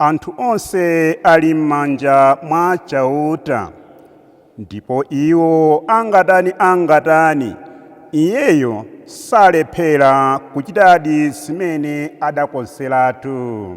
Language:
Nyanja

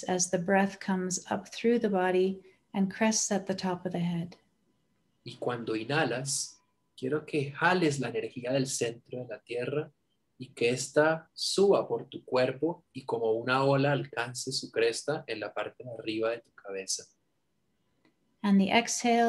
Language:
Spanish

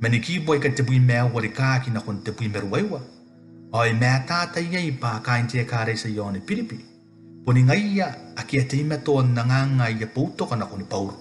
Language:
Gilbertese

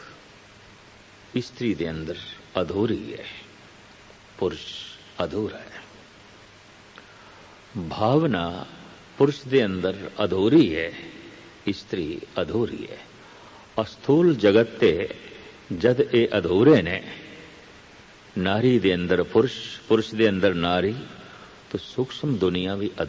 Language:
Punjabi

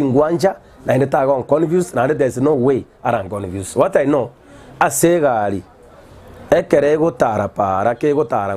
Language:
Gusii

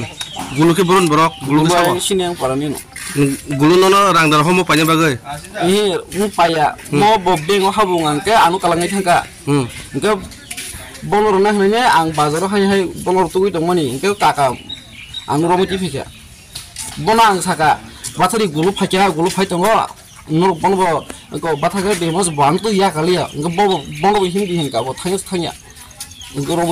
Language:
Riang (India)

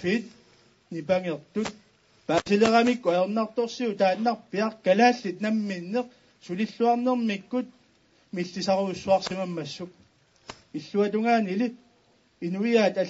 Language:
Kalaallisut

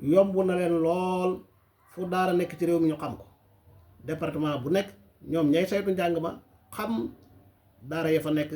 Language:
Wolof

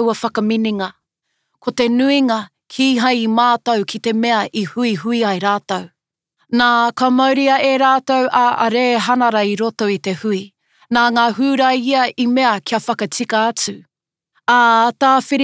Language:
Māori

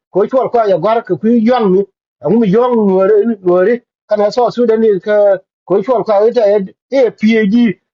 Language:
Nuer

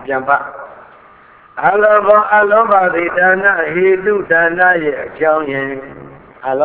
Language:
Burmese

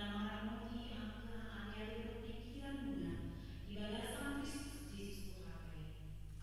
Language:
Batak Toba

